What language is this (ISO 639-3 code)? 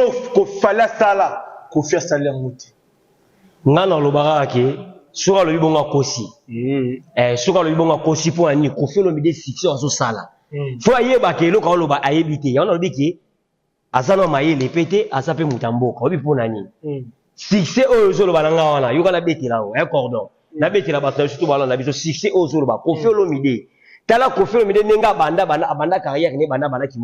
lin